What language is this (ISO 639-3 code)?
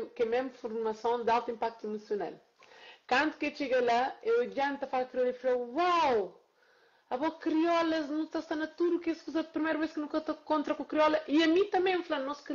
kea